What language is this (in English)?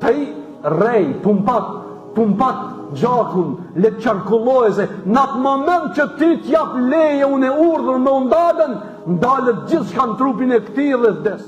Albanian